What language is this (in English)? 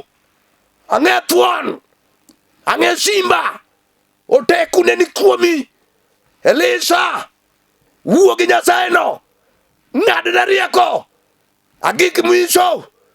Luo (Kenya and Tanzania)